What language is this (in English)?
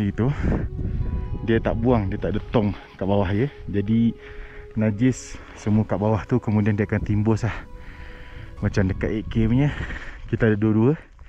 Malay